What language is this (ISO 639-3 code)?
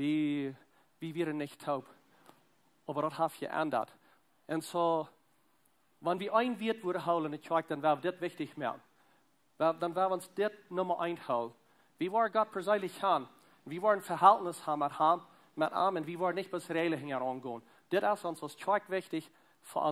pdt